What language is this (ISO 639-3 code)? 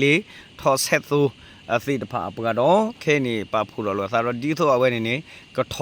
ksw